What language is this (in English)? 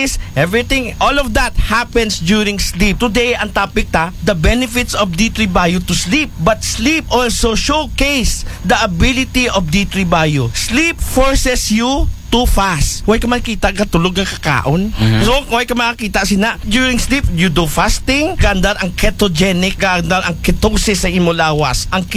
Aklanon